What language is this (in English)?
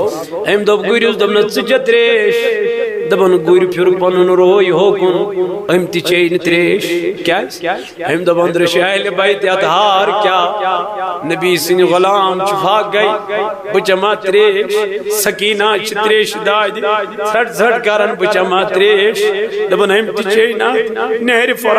Kashmiri